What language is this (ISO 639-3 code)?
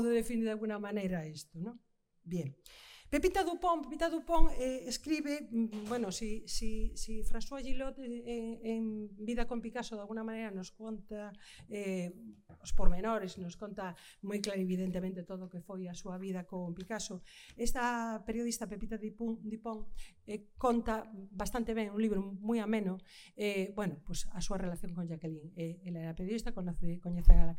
glg